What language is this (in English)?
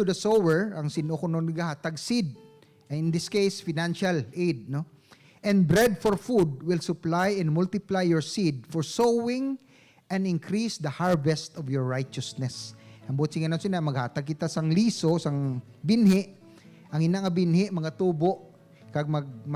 Hiligaynon